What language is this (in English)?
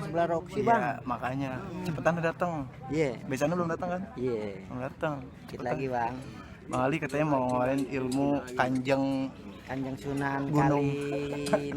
Betawi